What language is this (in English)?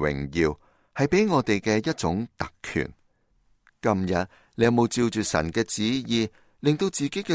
Cantonese